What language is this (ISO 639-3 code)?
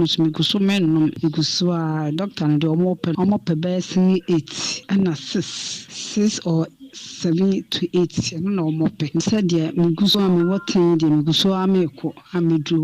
aka